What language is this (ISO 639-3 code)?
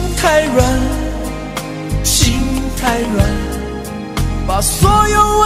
zho